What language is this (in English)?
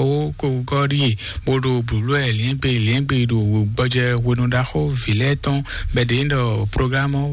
Fon